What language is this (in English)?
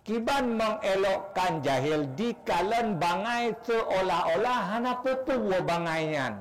Achinese